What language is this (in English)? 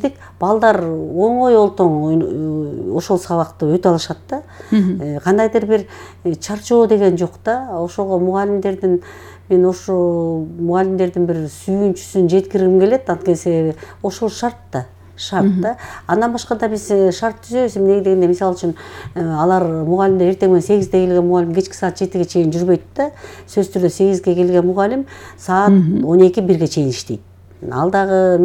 Kyrgyz